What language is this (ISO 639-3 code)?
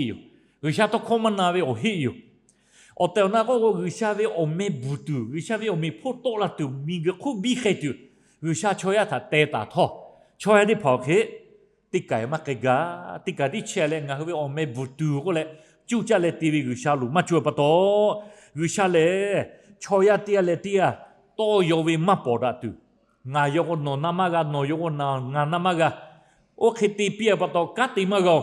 lhu